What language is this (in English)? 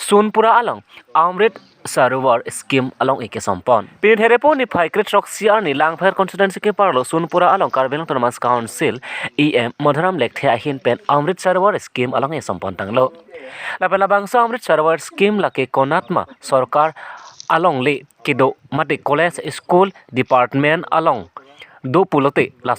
Karbi